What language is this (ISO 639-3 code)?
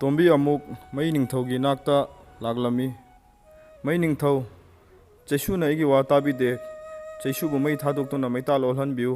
mni